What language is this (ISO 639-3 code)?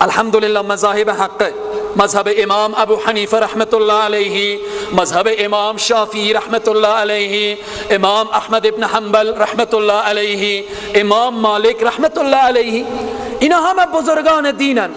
fas